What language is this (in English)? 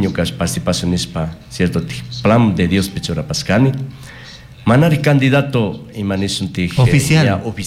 Chimborazo Highland Quichua